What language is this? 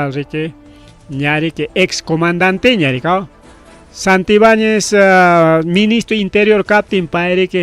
Ayacucho Quechua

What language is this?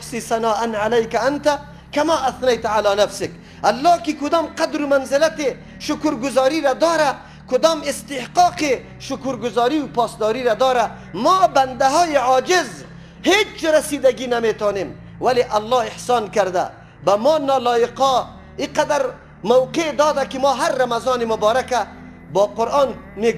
Persian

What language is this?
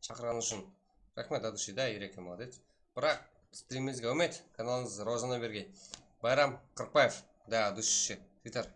Kara-Kalpak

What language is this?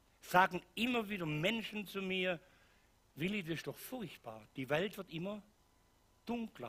Swiss German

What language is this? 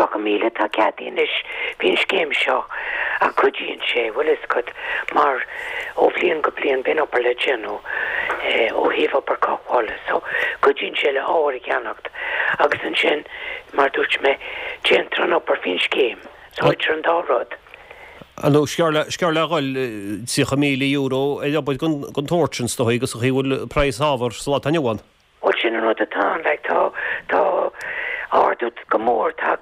Irish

